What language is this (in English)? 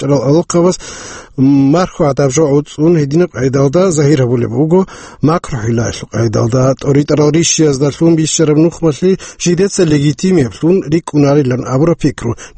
Avaric